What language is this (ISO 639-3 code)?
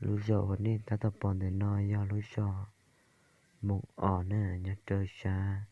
hmn